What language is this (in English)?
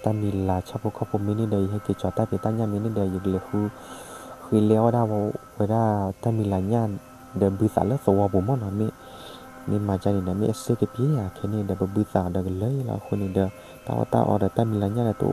S'gaw Karen